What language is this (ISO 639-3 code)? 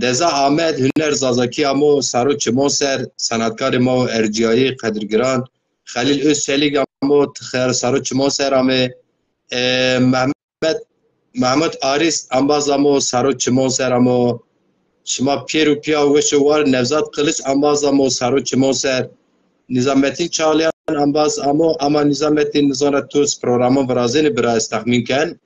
zza